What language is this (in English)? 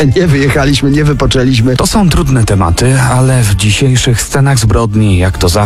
Polish